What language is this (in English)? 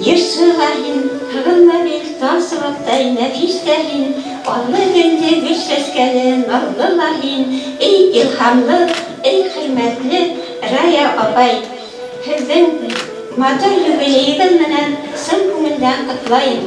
Bashkir